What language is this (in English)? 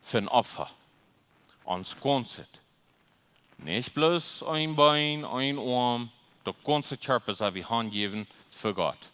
Plautdietsch